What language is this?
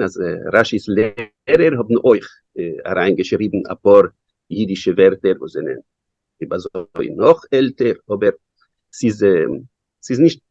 Yiddish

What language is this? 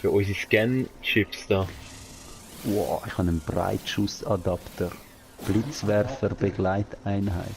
Swiss German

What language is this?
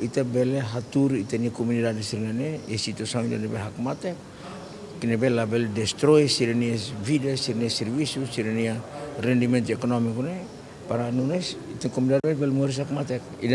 Tetum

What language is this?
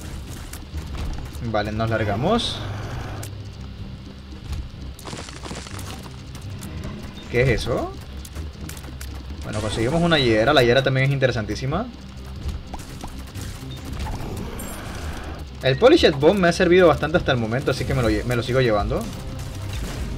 Spanish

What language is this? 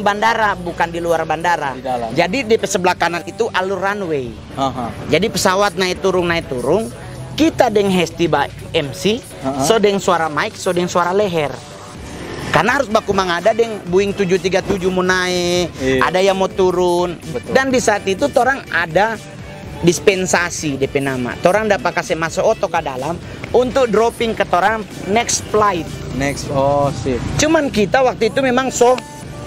Manado Malay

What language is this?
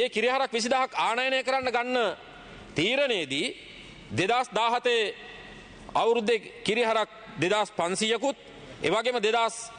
Sinhala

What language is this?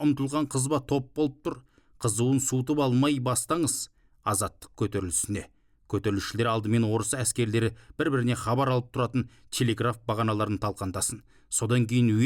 Kazakh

